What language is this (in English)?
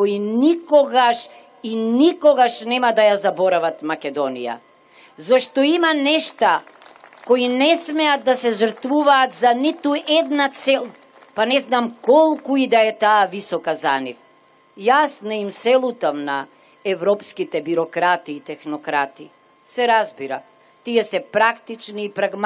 Macedonian